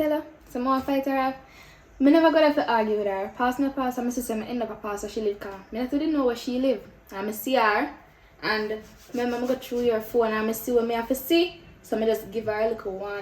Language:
Jamaican Creole English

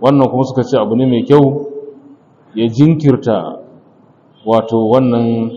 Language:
Hausa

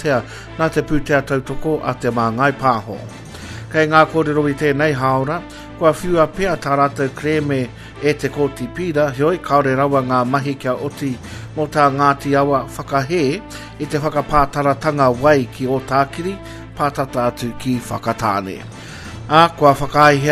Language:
Māori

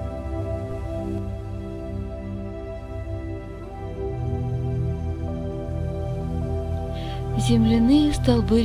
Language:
Russian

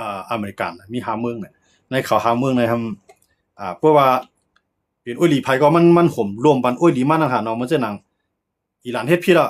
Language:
Shan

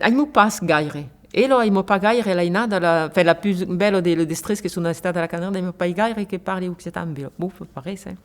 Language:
Occitan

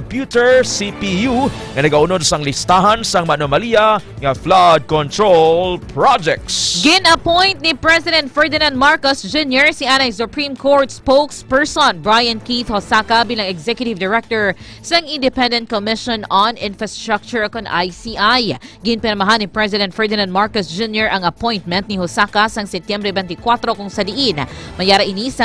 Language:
Hiligaynon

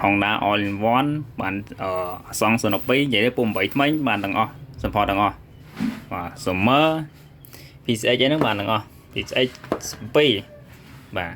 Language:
Khmer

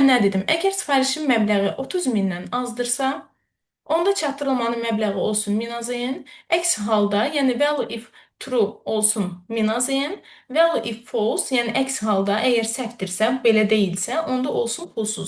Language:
Azerbaijani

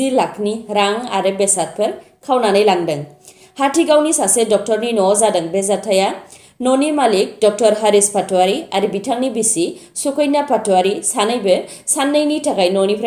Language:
Bodo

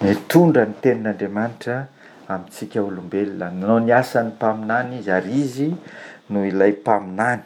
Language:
Malagasy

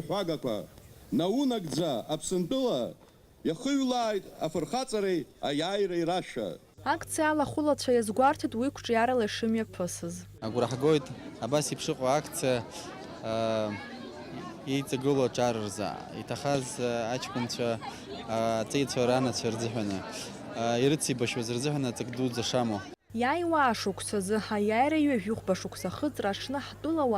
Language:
Abkhazian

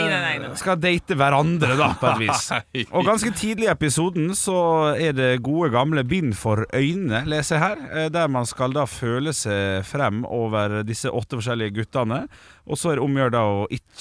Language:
Norwegian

